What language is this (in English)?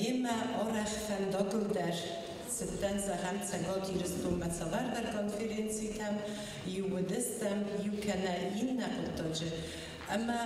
Ossetic